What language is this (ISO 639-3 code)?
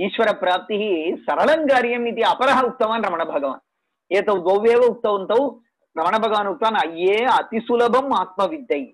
san